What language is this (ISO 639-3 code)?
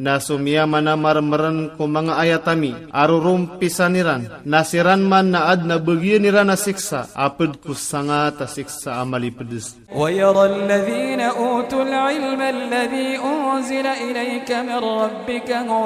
ilp